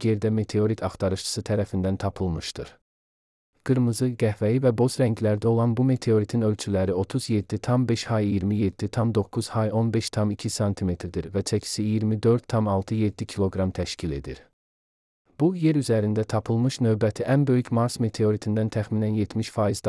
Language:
Azerbaijani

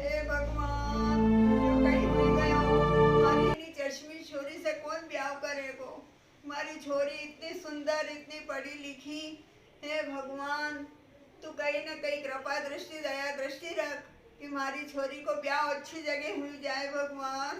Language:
Rajasthani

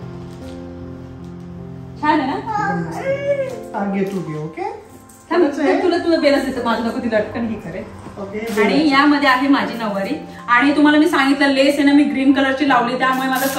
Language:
Marathi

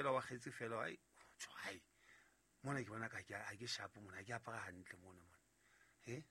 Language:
Southern Sotho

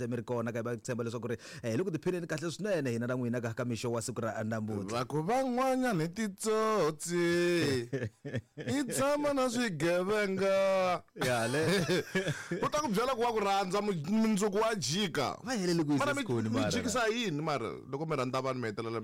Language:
Tsonga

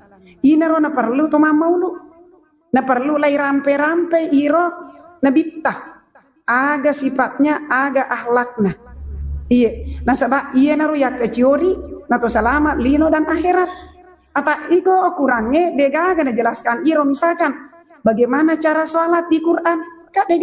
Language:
Buginese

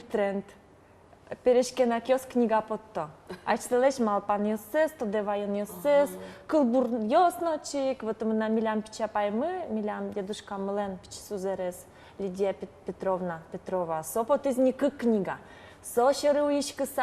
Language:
Udmurt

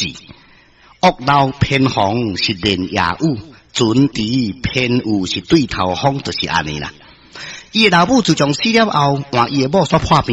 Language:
Min Nan Chinese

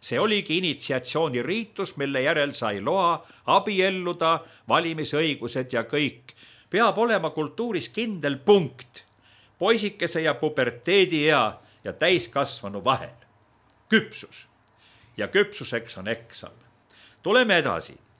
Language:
Estonian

